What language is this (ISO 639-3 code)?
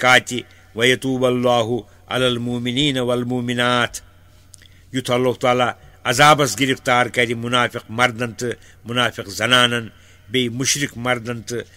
kas